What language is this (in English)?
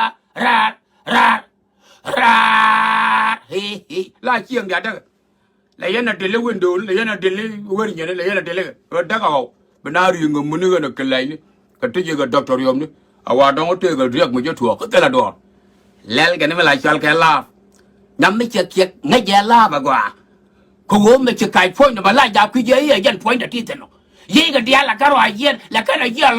Nuer